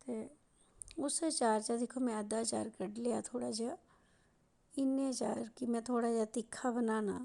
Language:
Dogri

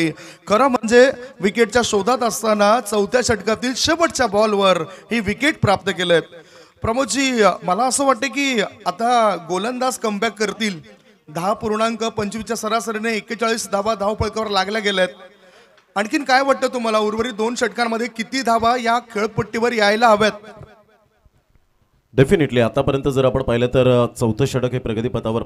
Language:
Marathi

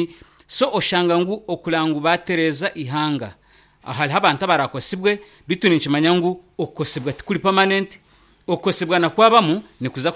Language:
Nyoro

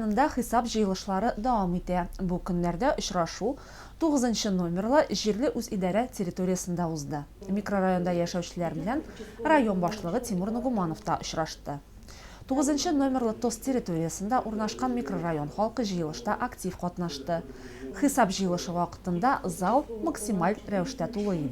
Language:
Tatar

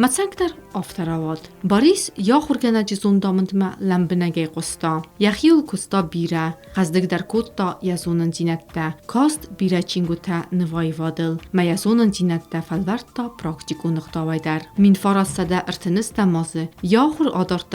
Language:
Ossetic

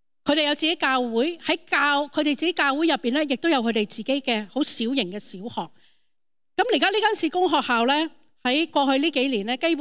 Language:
Cantonese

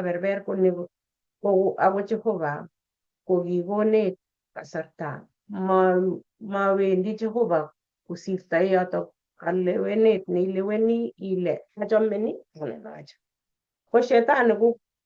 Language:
Kalenjin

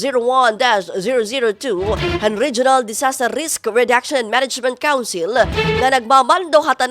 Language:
Waray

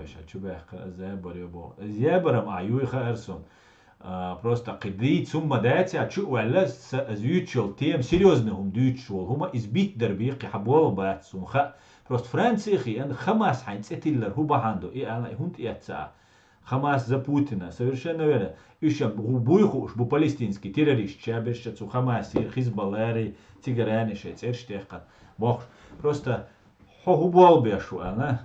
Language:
Chechen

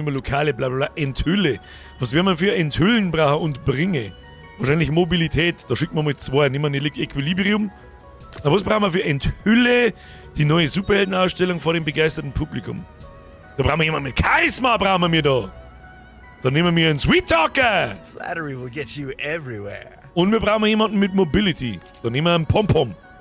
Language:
Bavarian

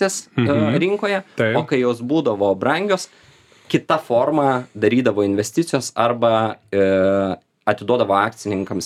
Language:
Lithuanian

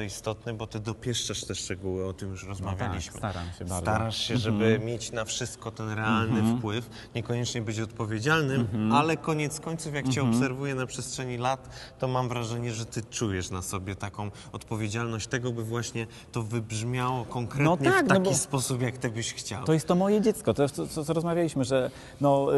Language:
Polish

